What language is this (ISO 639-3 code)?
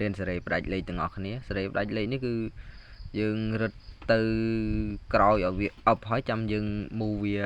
khm